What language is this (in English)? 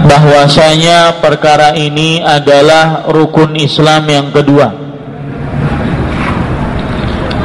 Indonesian